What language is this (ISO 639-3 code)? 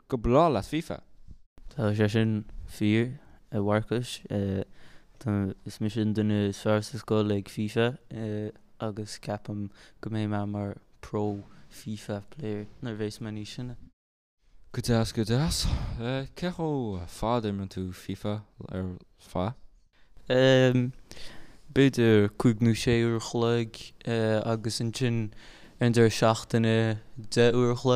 gle